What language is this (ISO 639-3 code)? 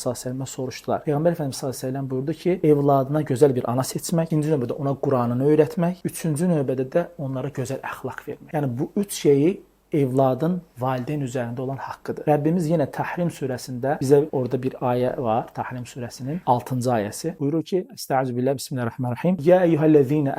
aze